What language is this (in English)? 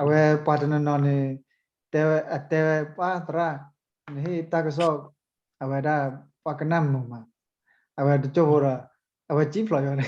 S'gaw Karen